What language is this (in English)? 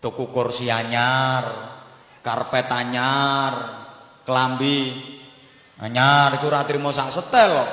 Javanese